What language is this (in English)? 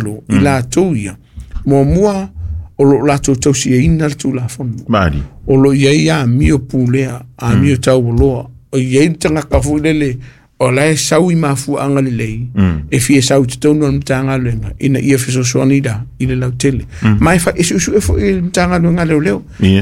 Samoan